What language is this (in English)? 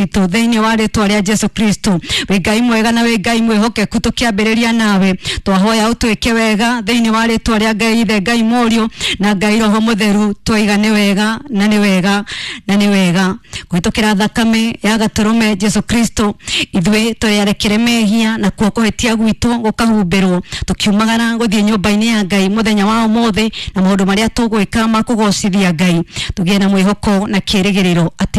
Kikuyu